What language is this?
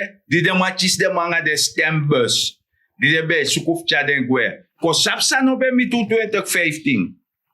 Sranan Tongo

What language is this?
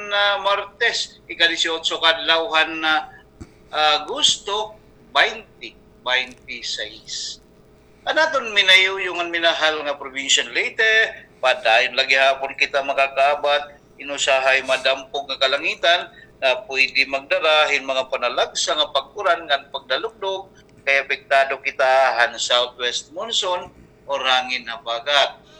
Waray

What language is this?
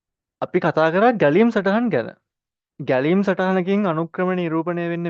Sinhala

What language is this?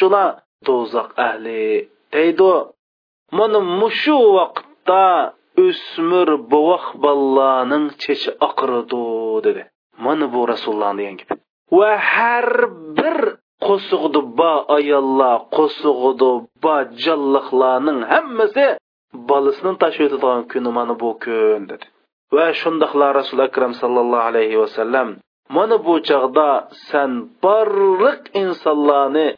Uyghur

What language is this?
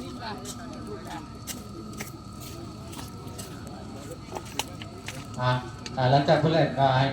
Lao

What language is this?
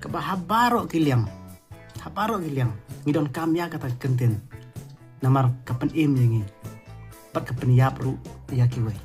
Khasi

